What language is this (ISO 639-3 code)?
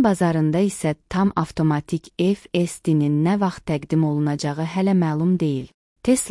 aze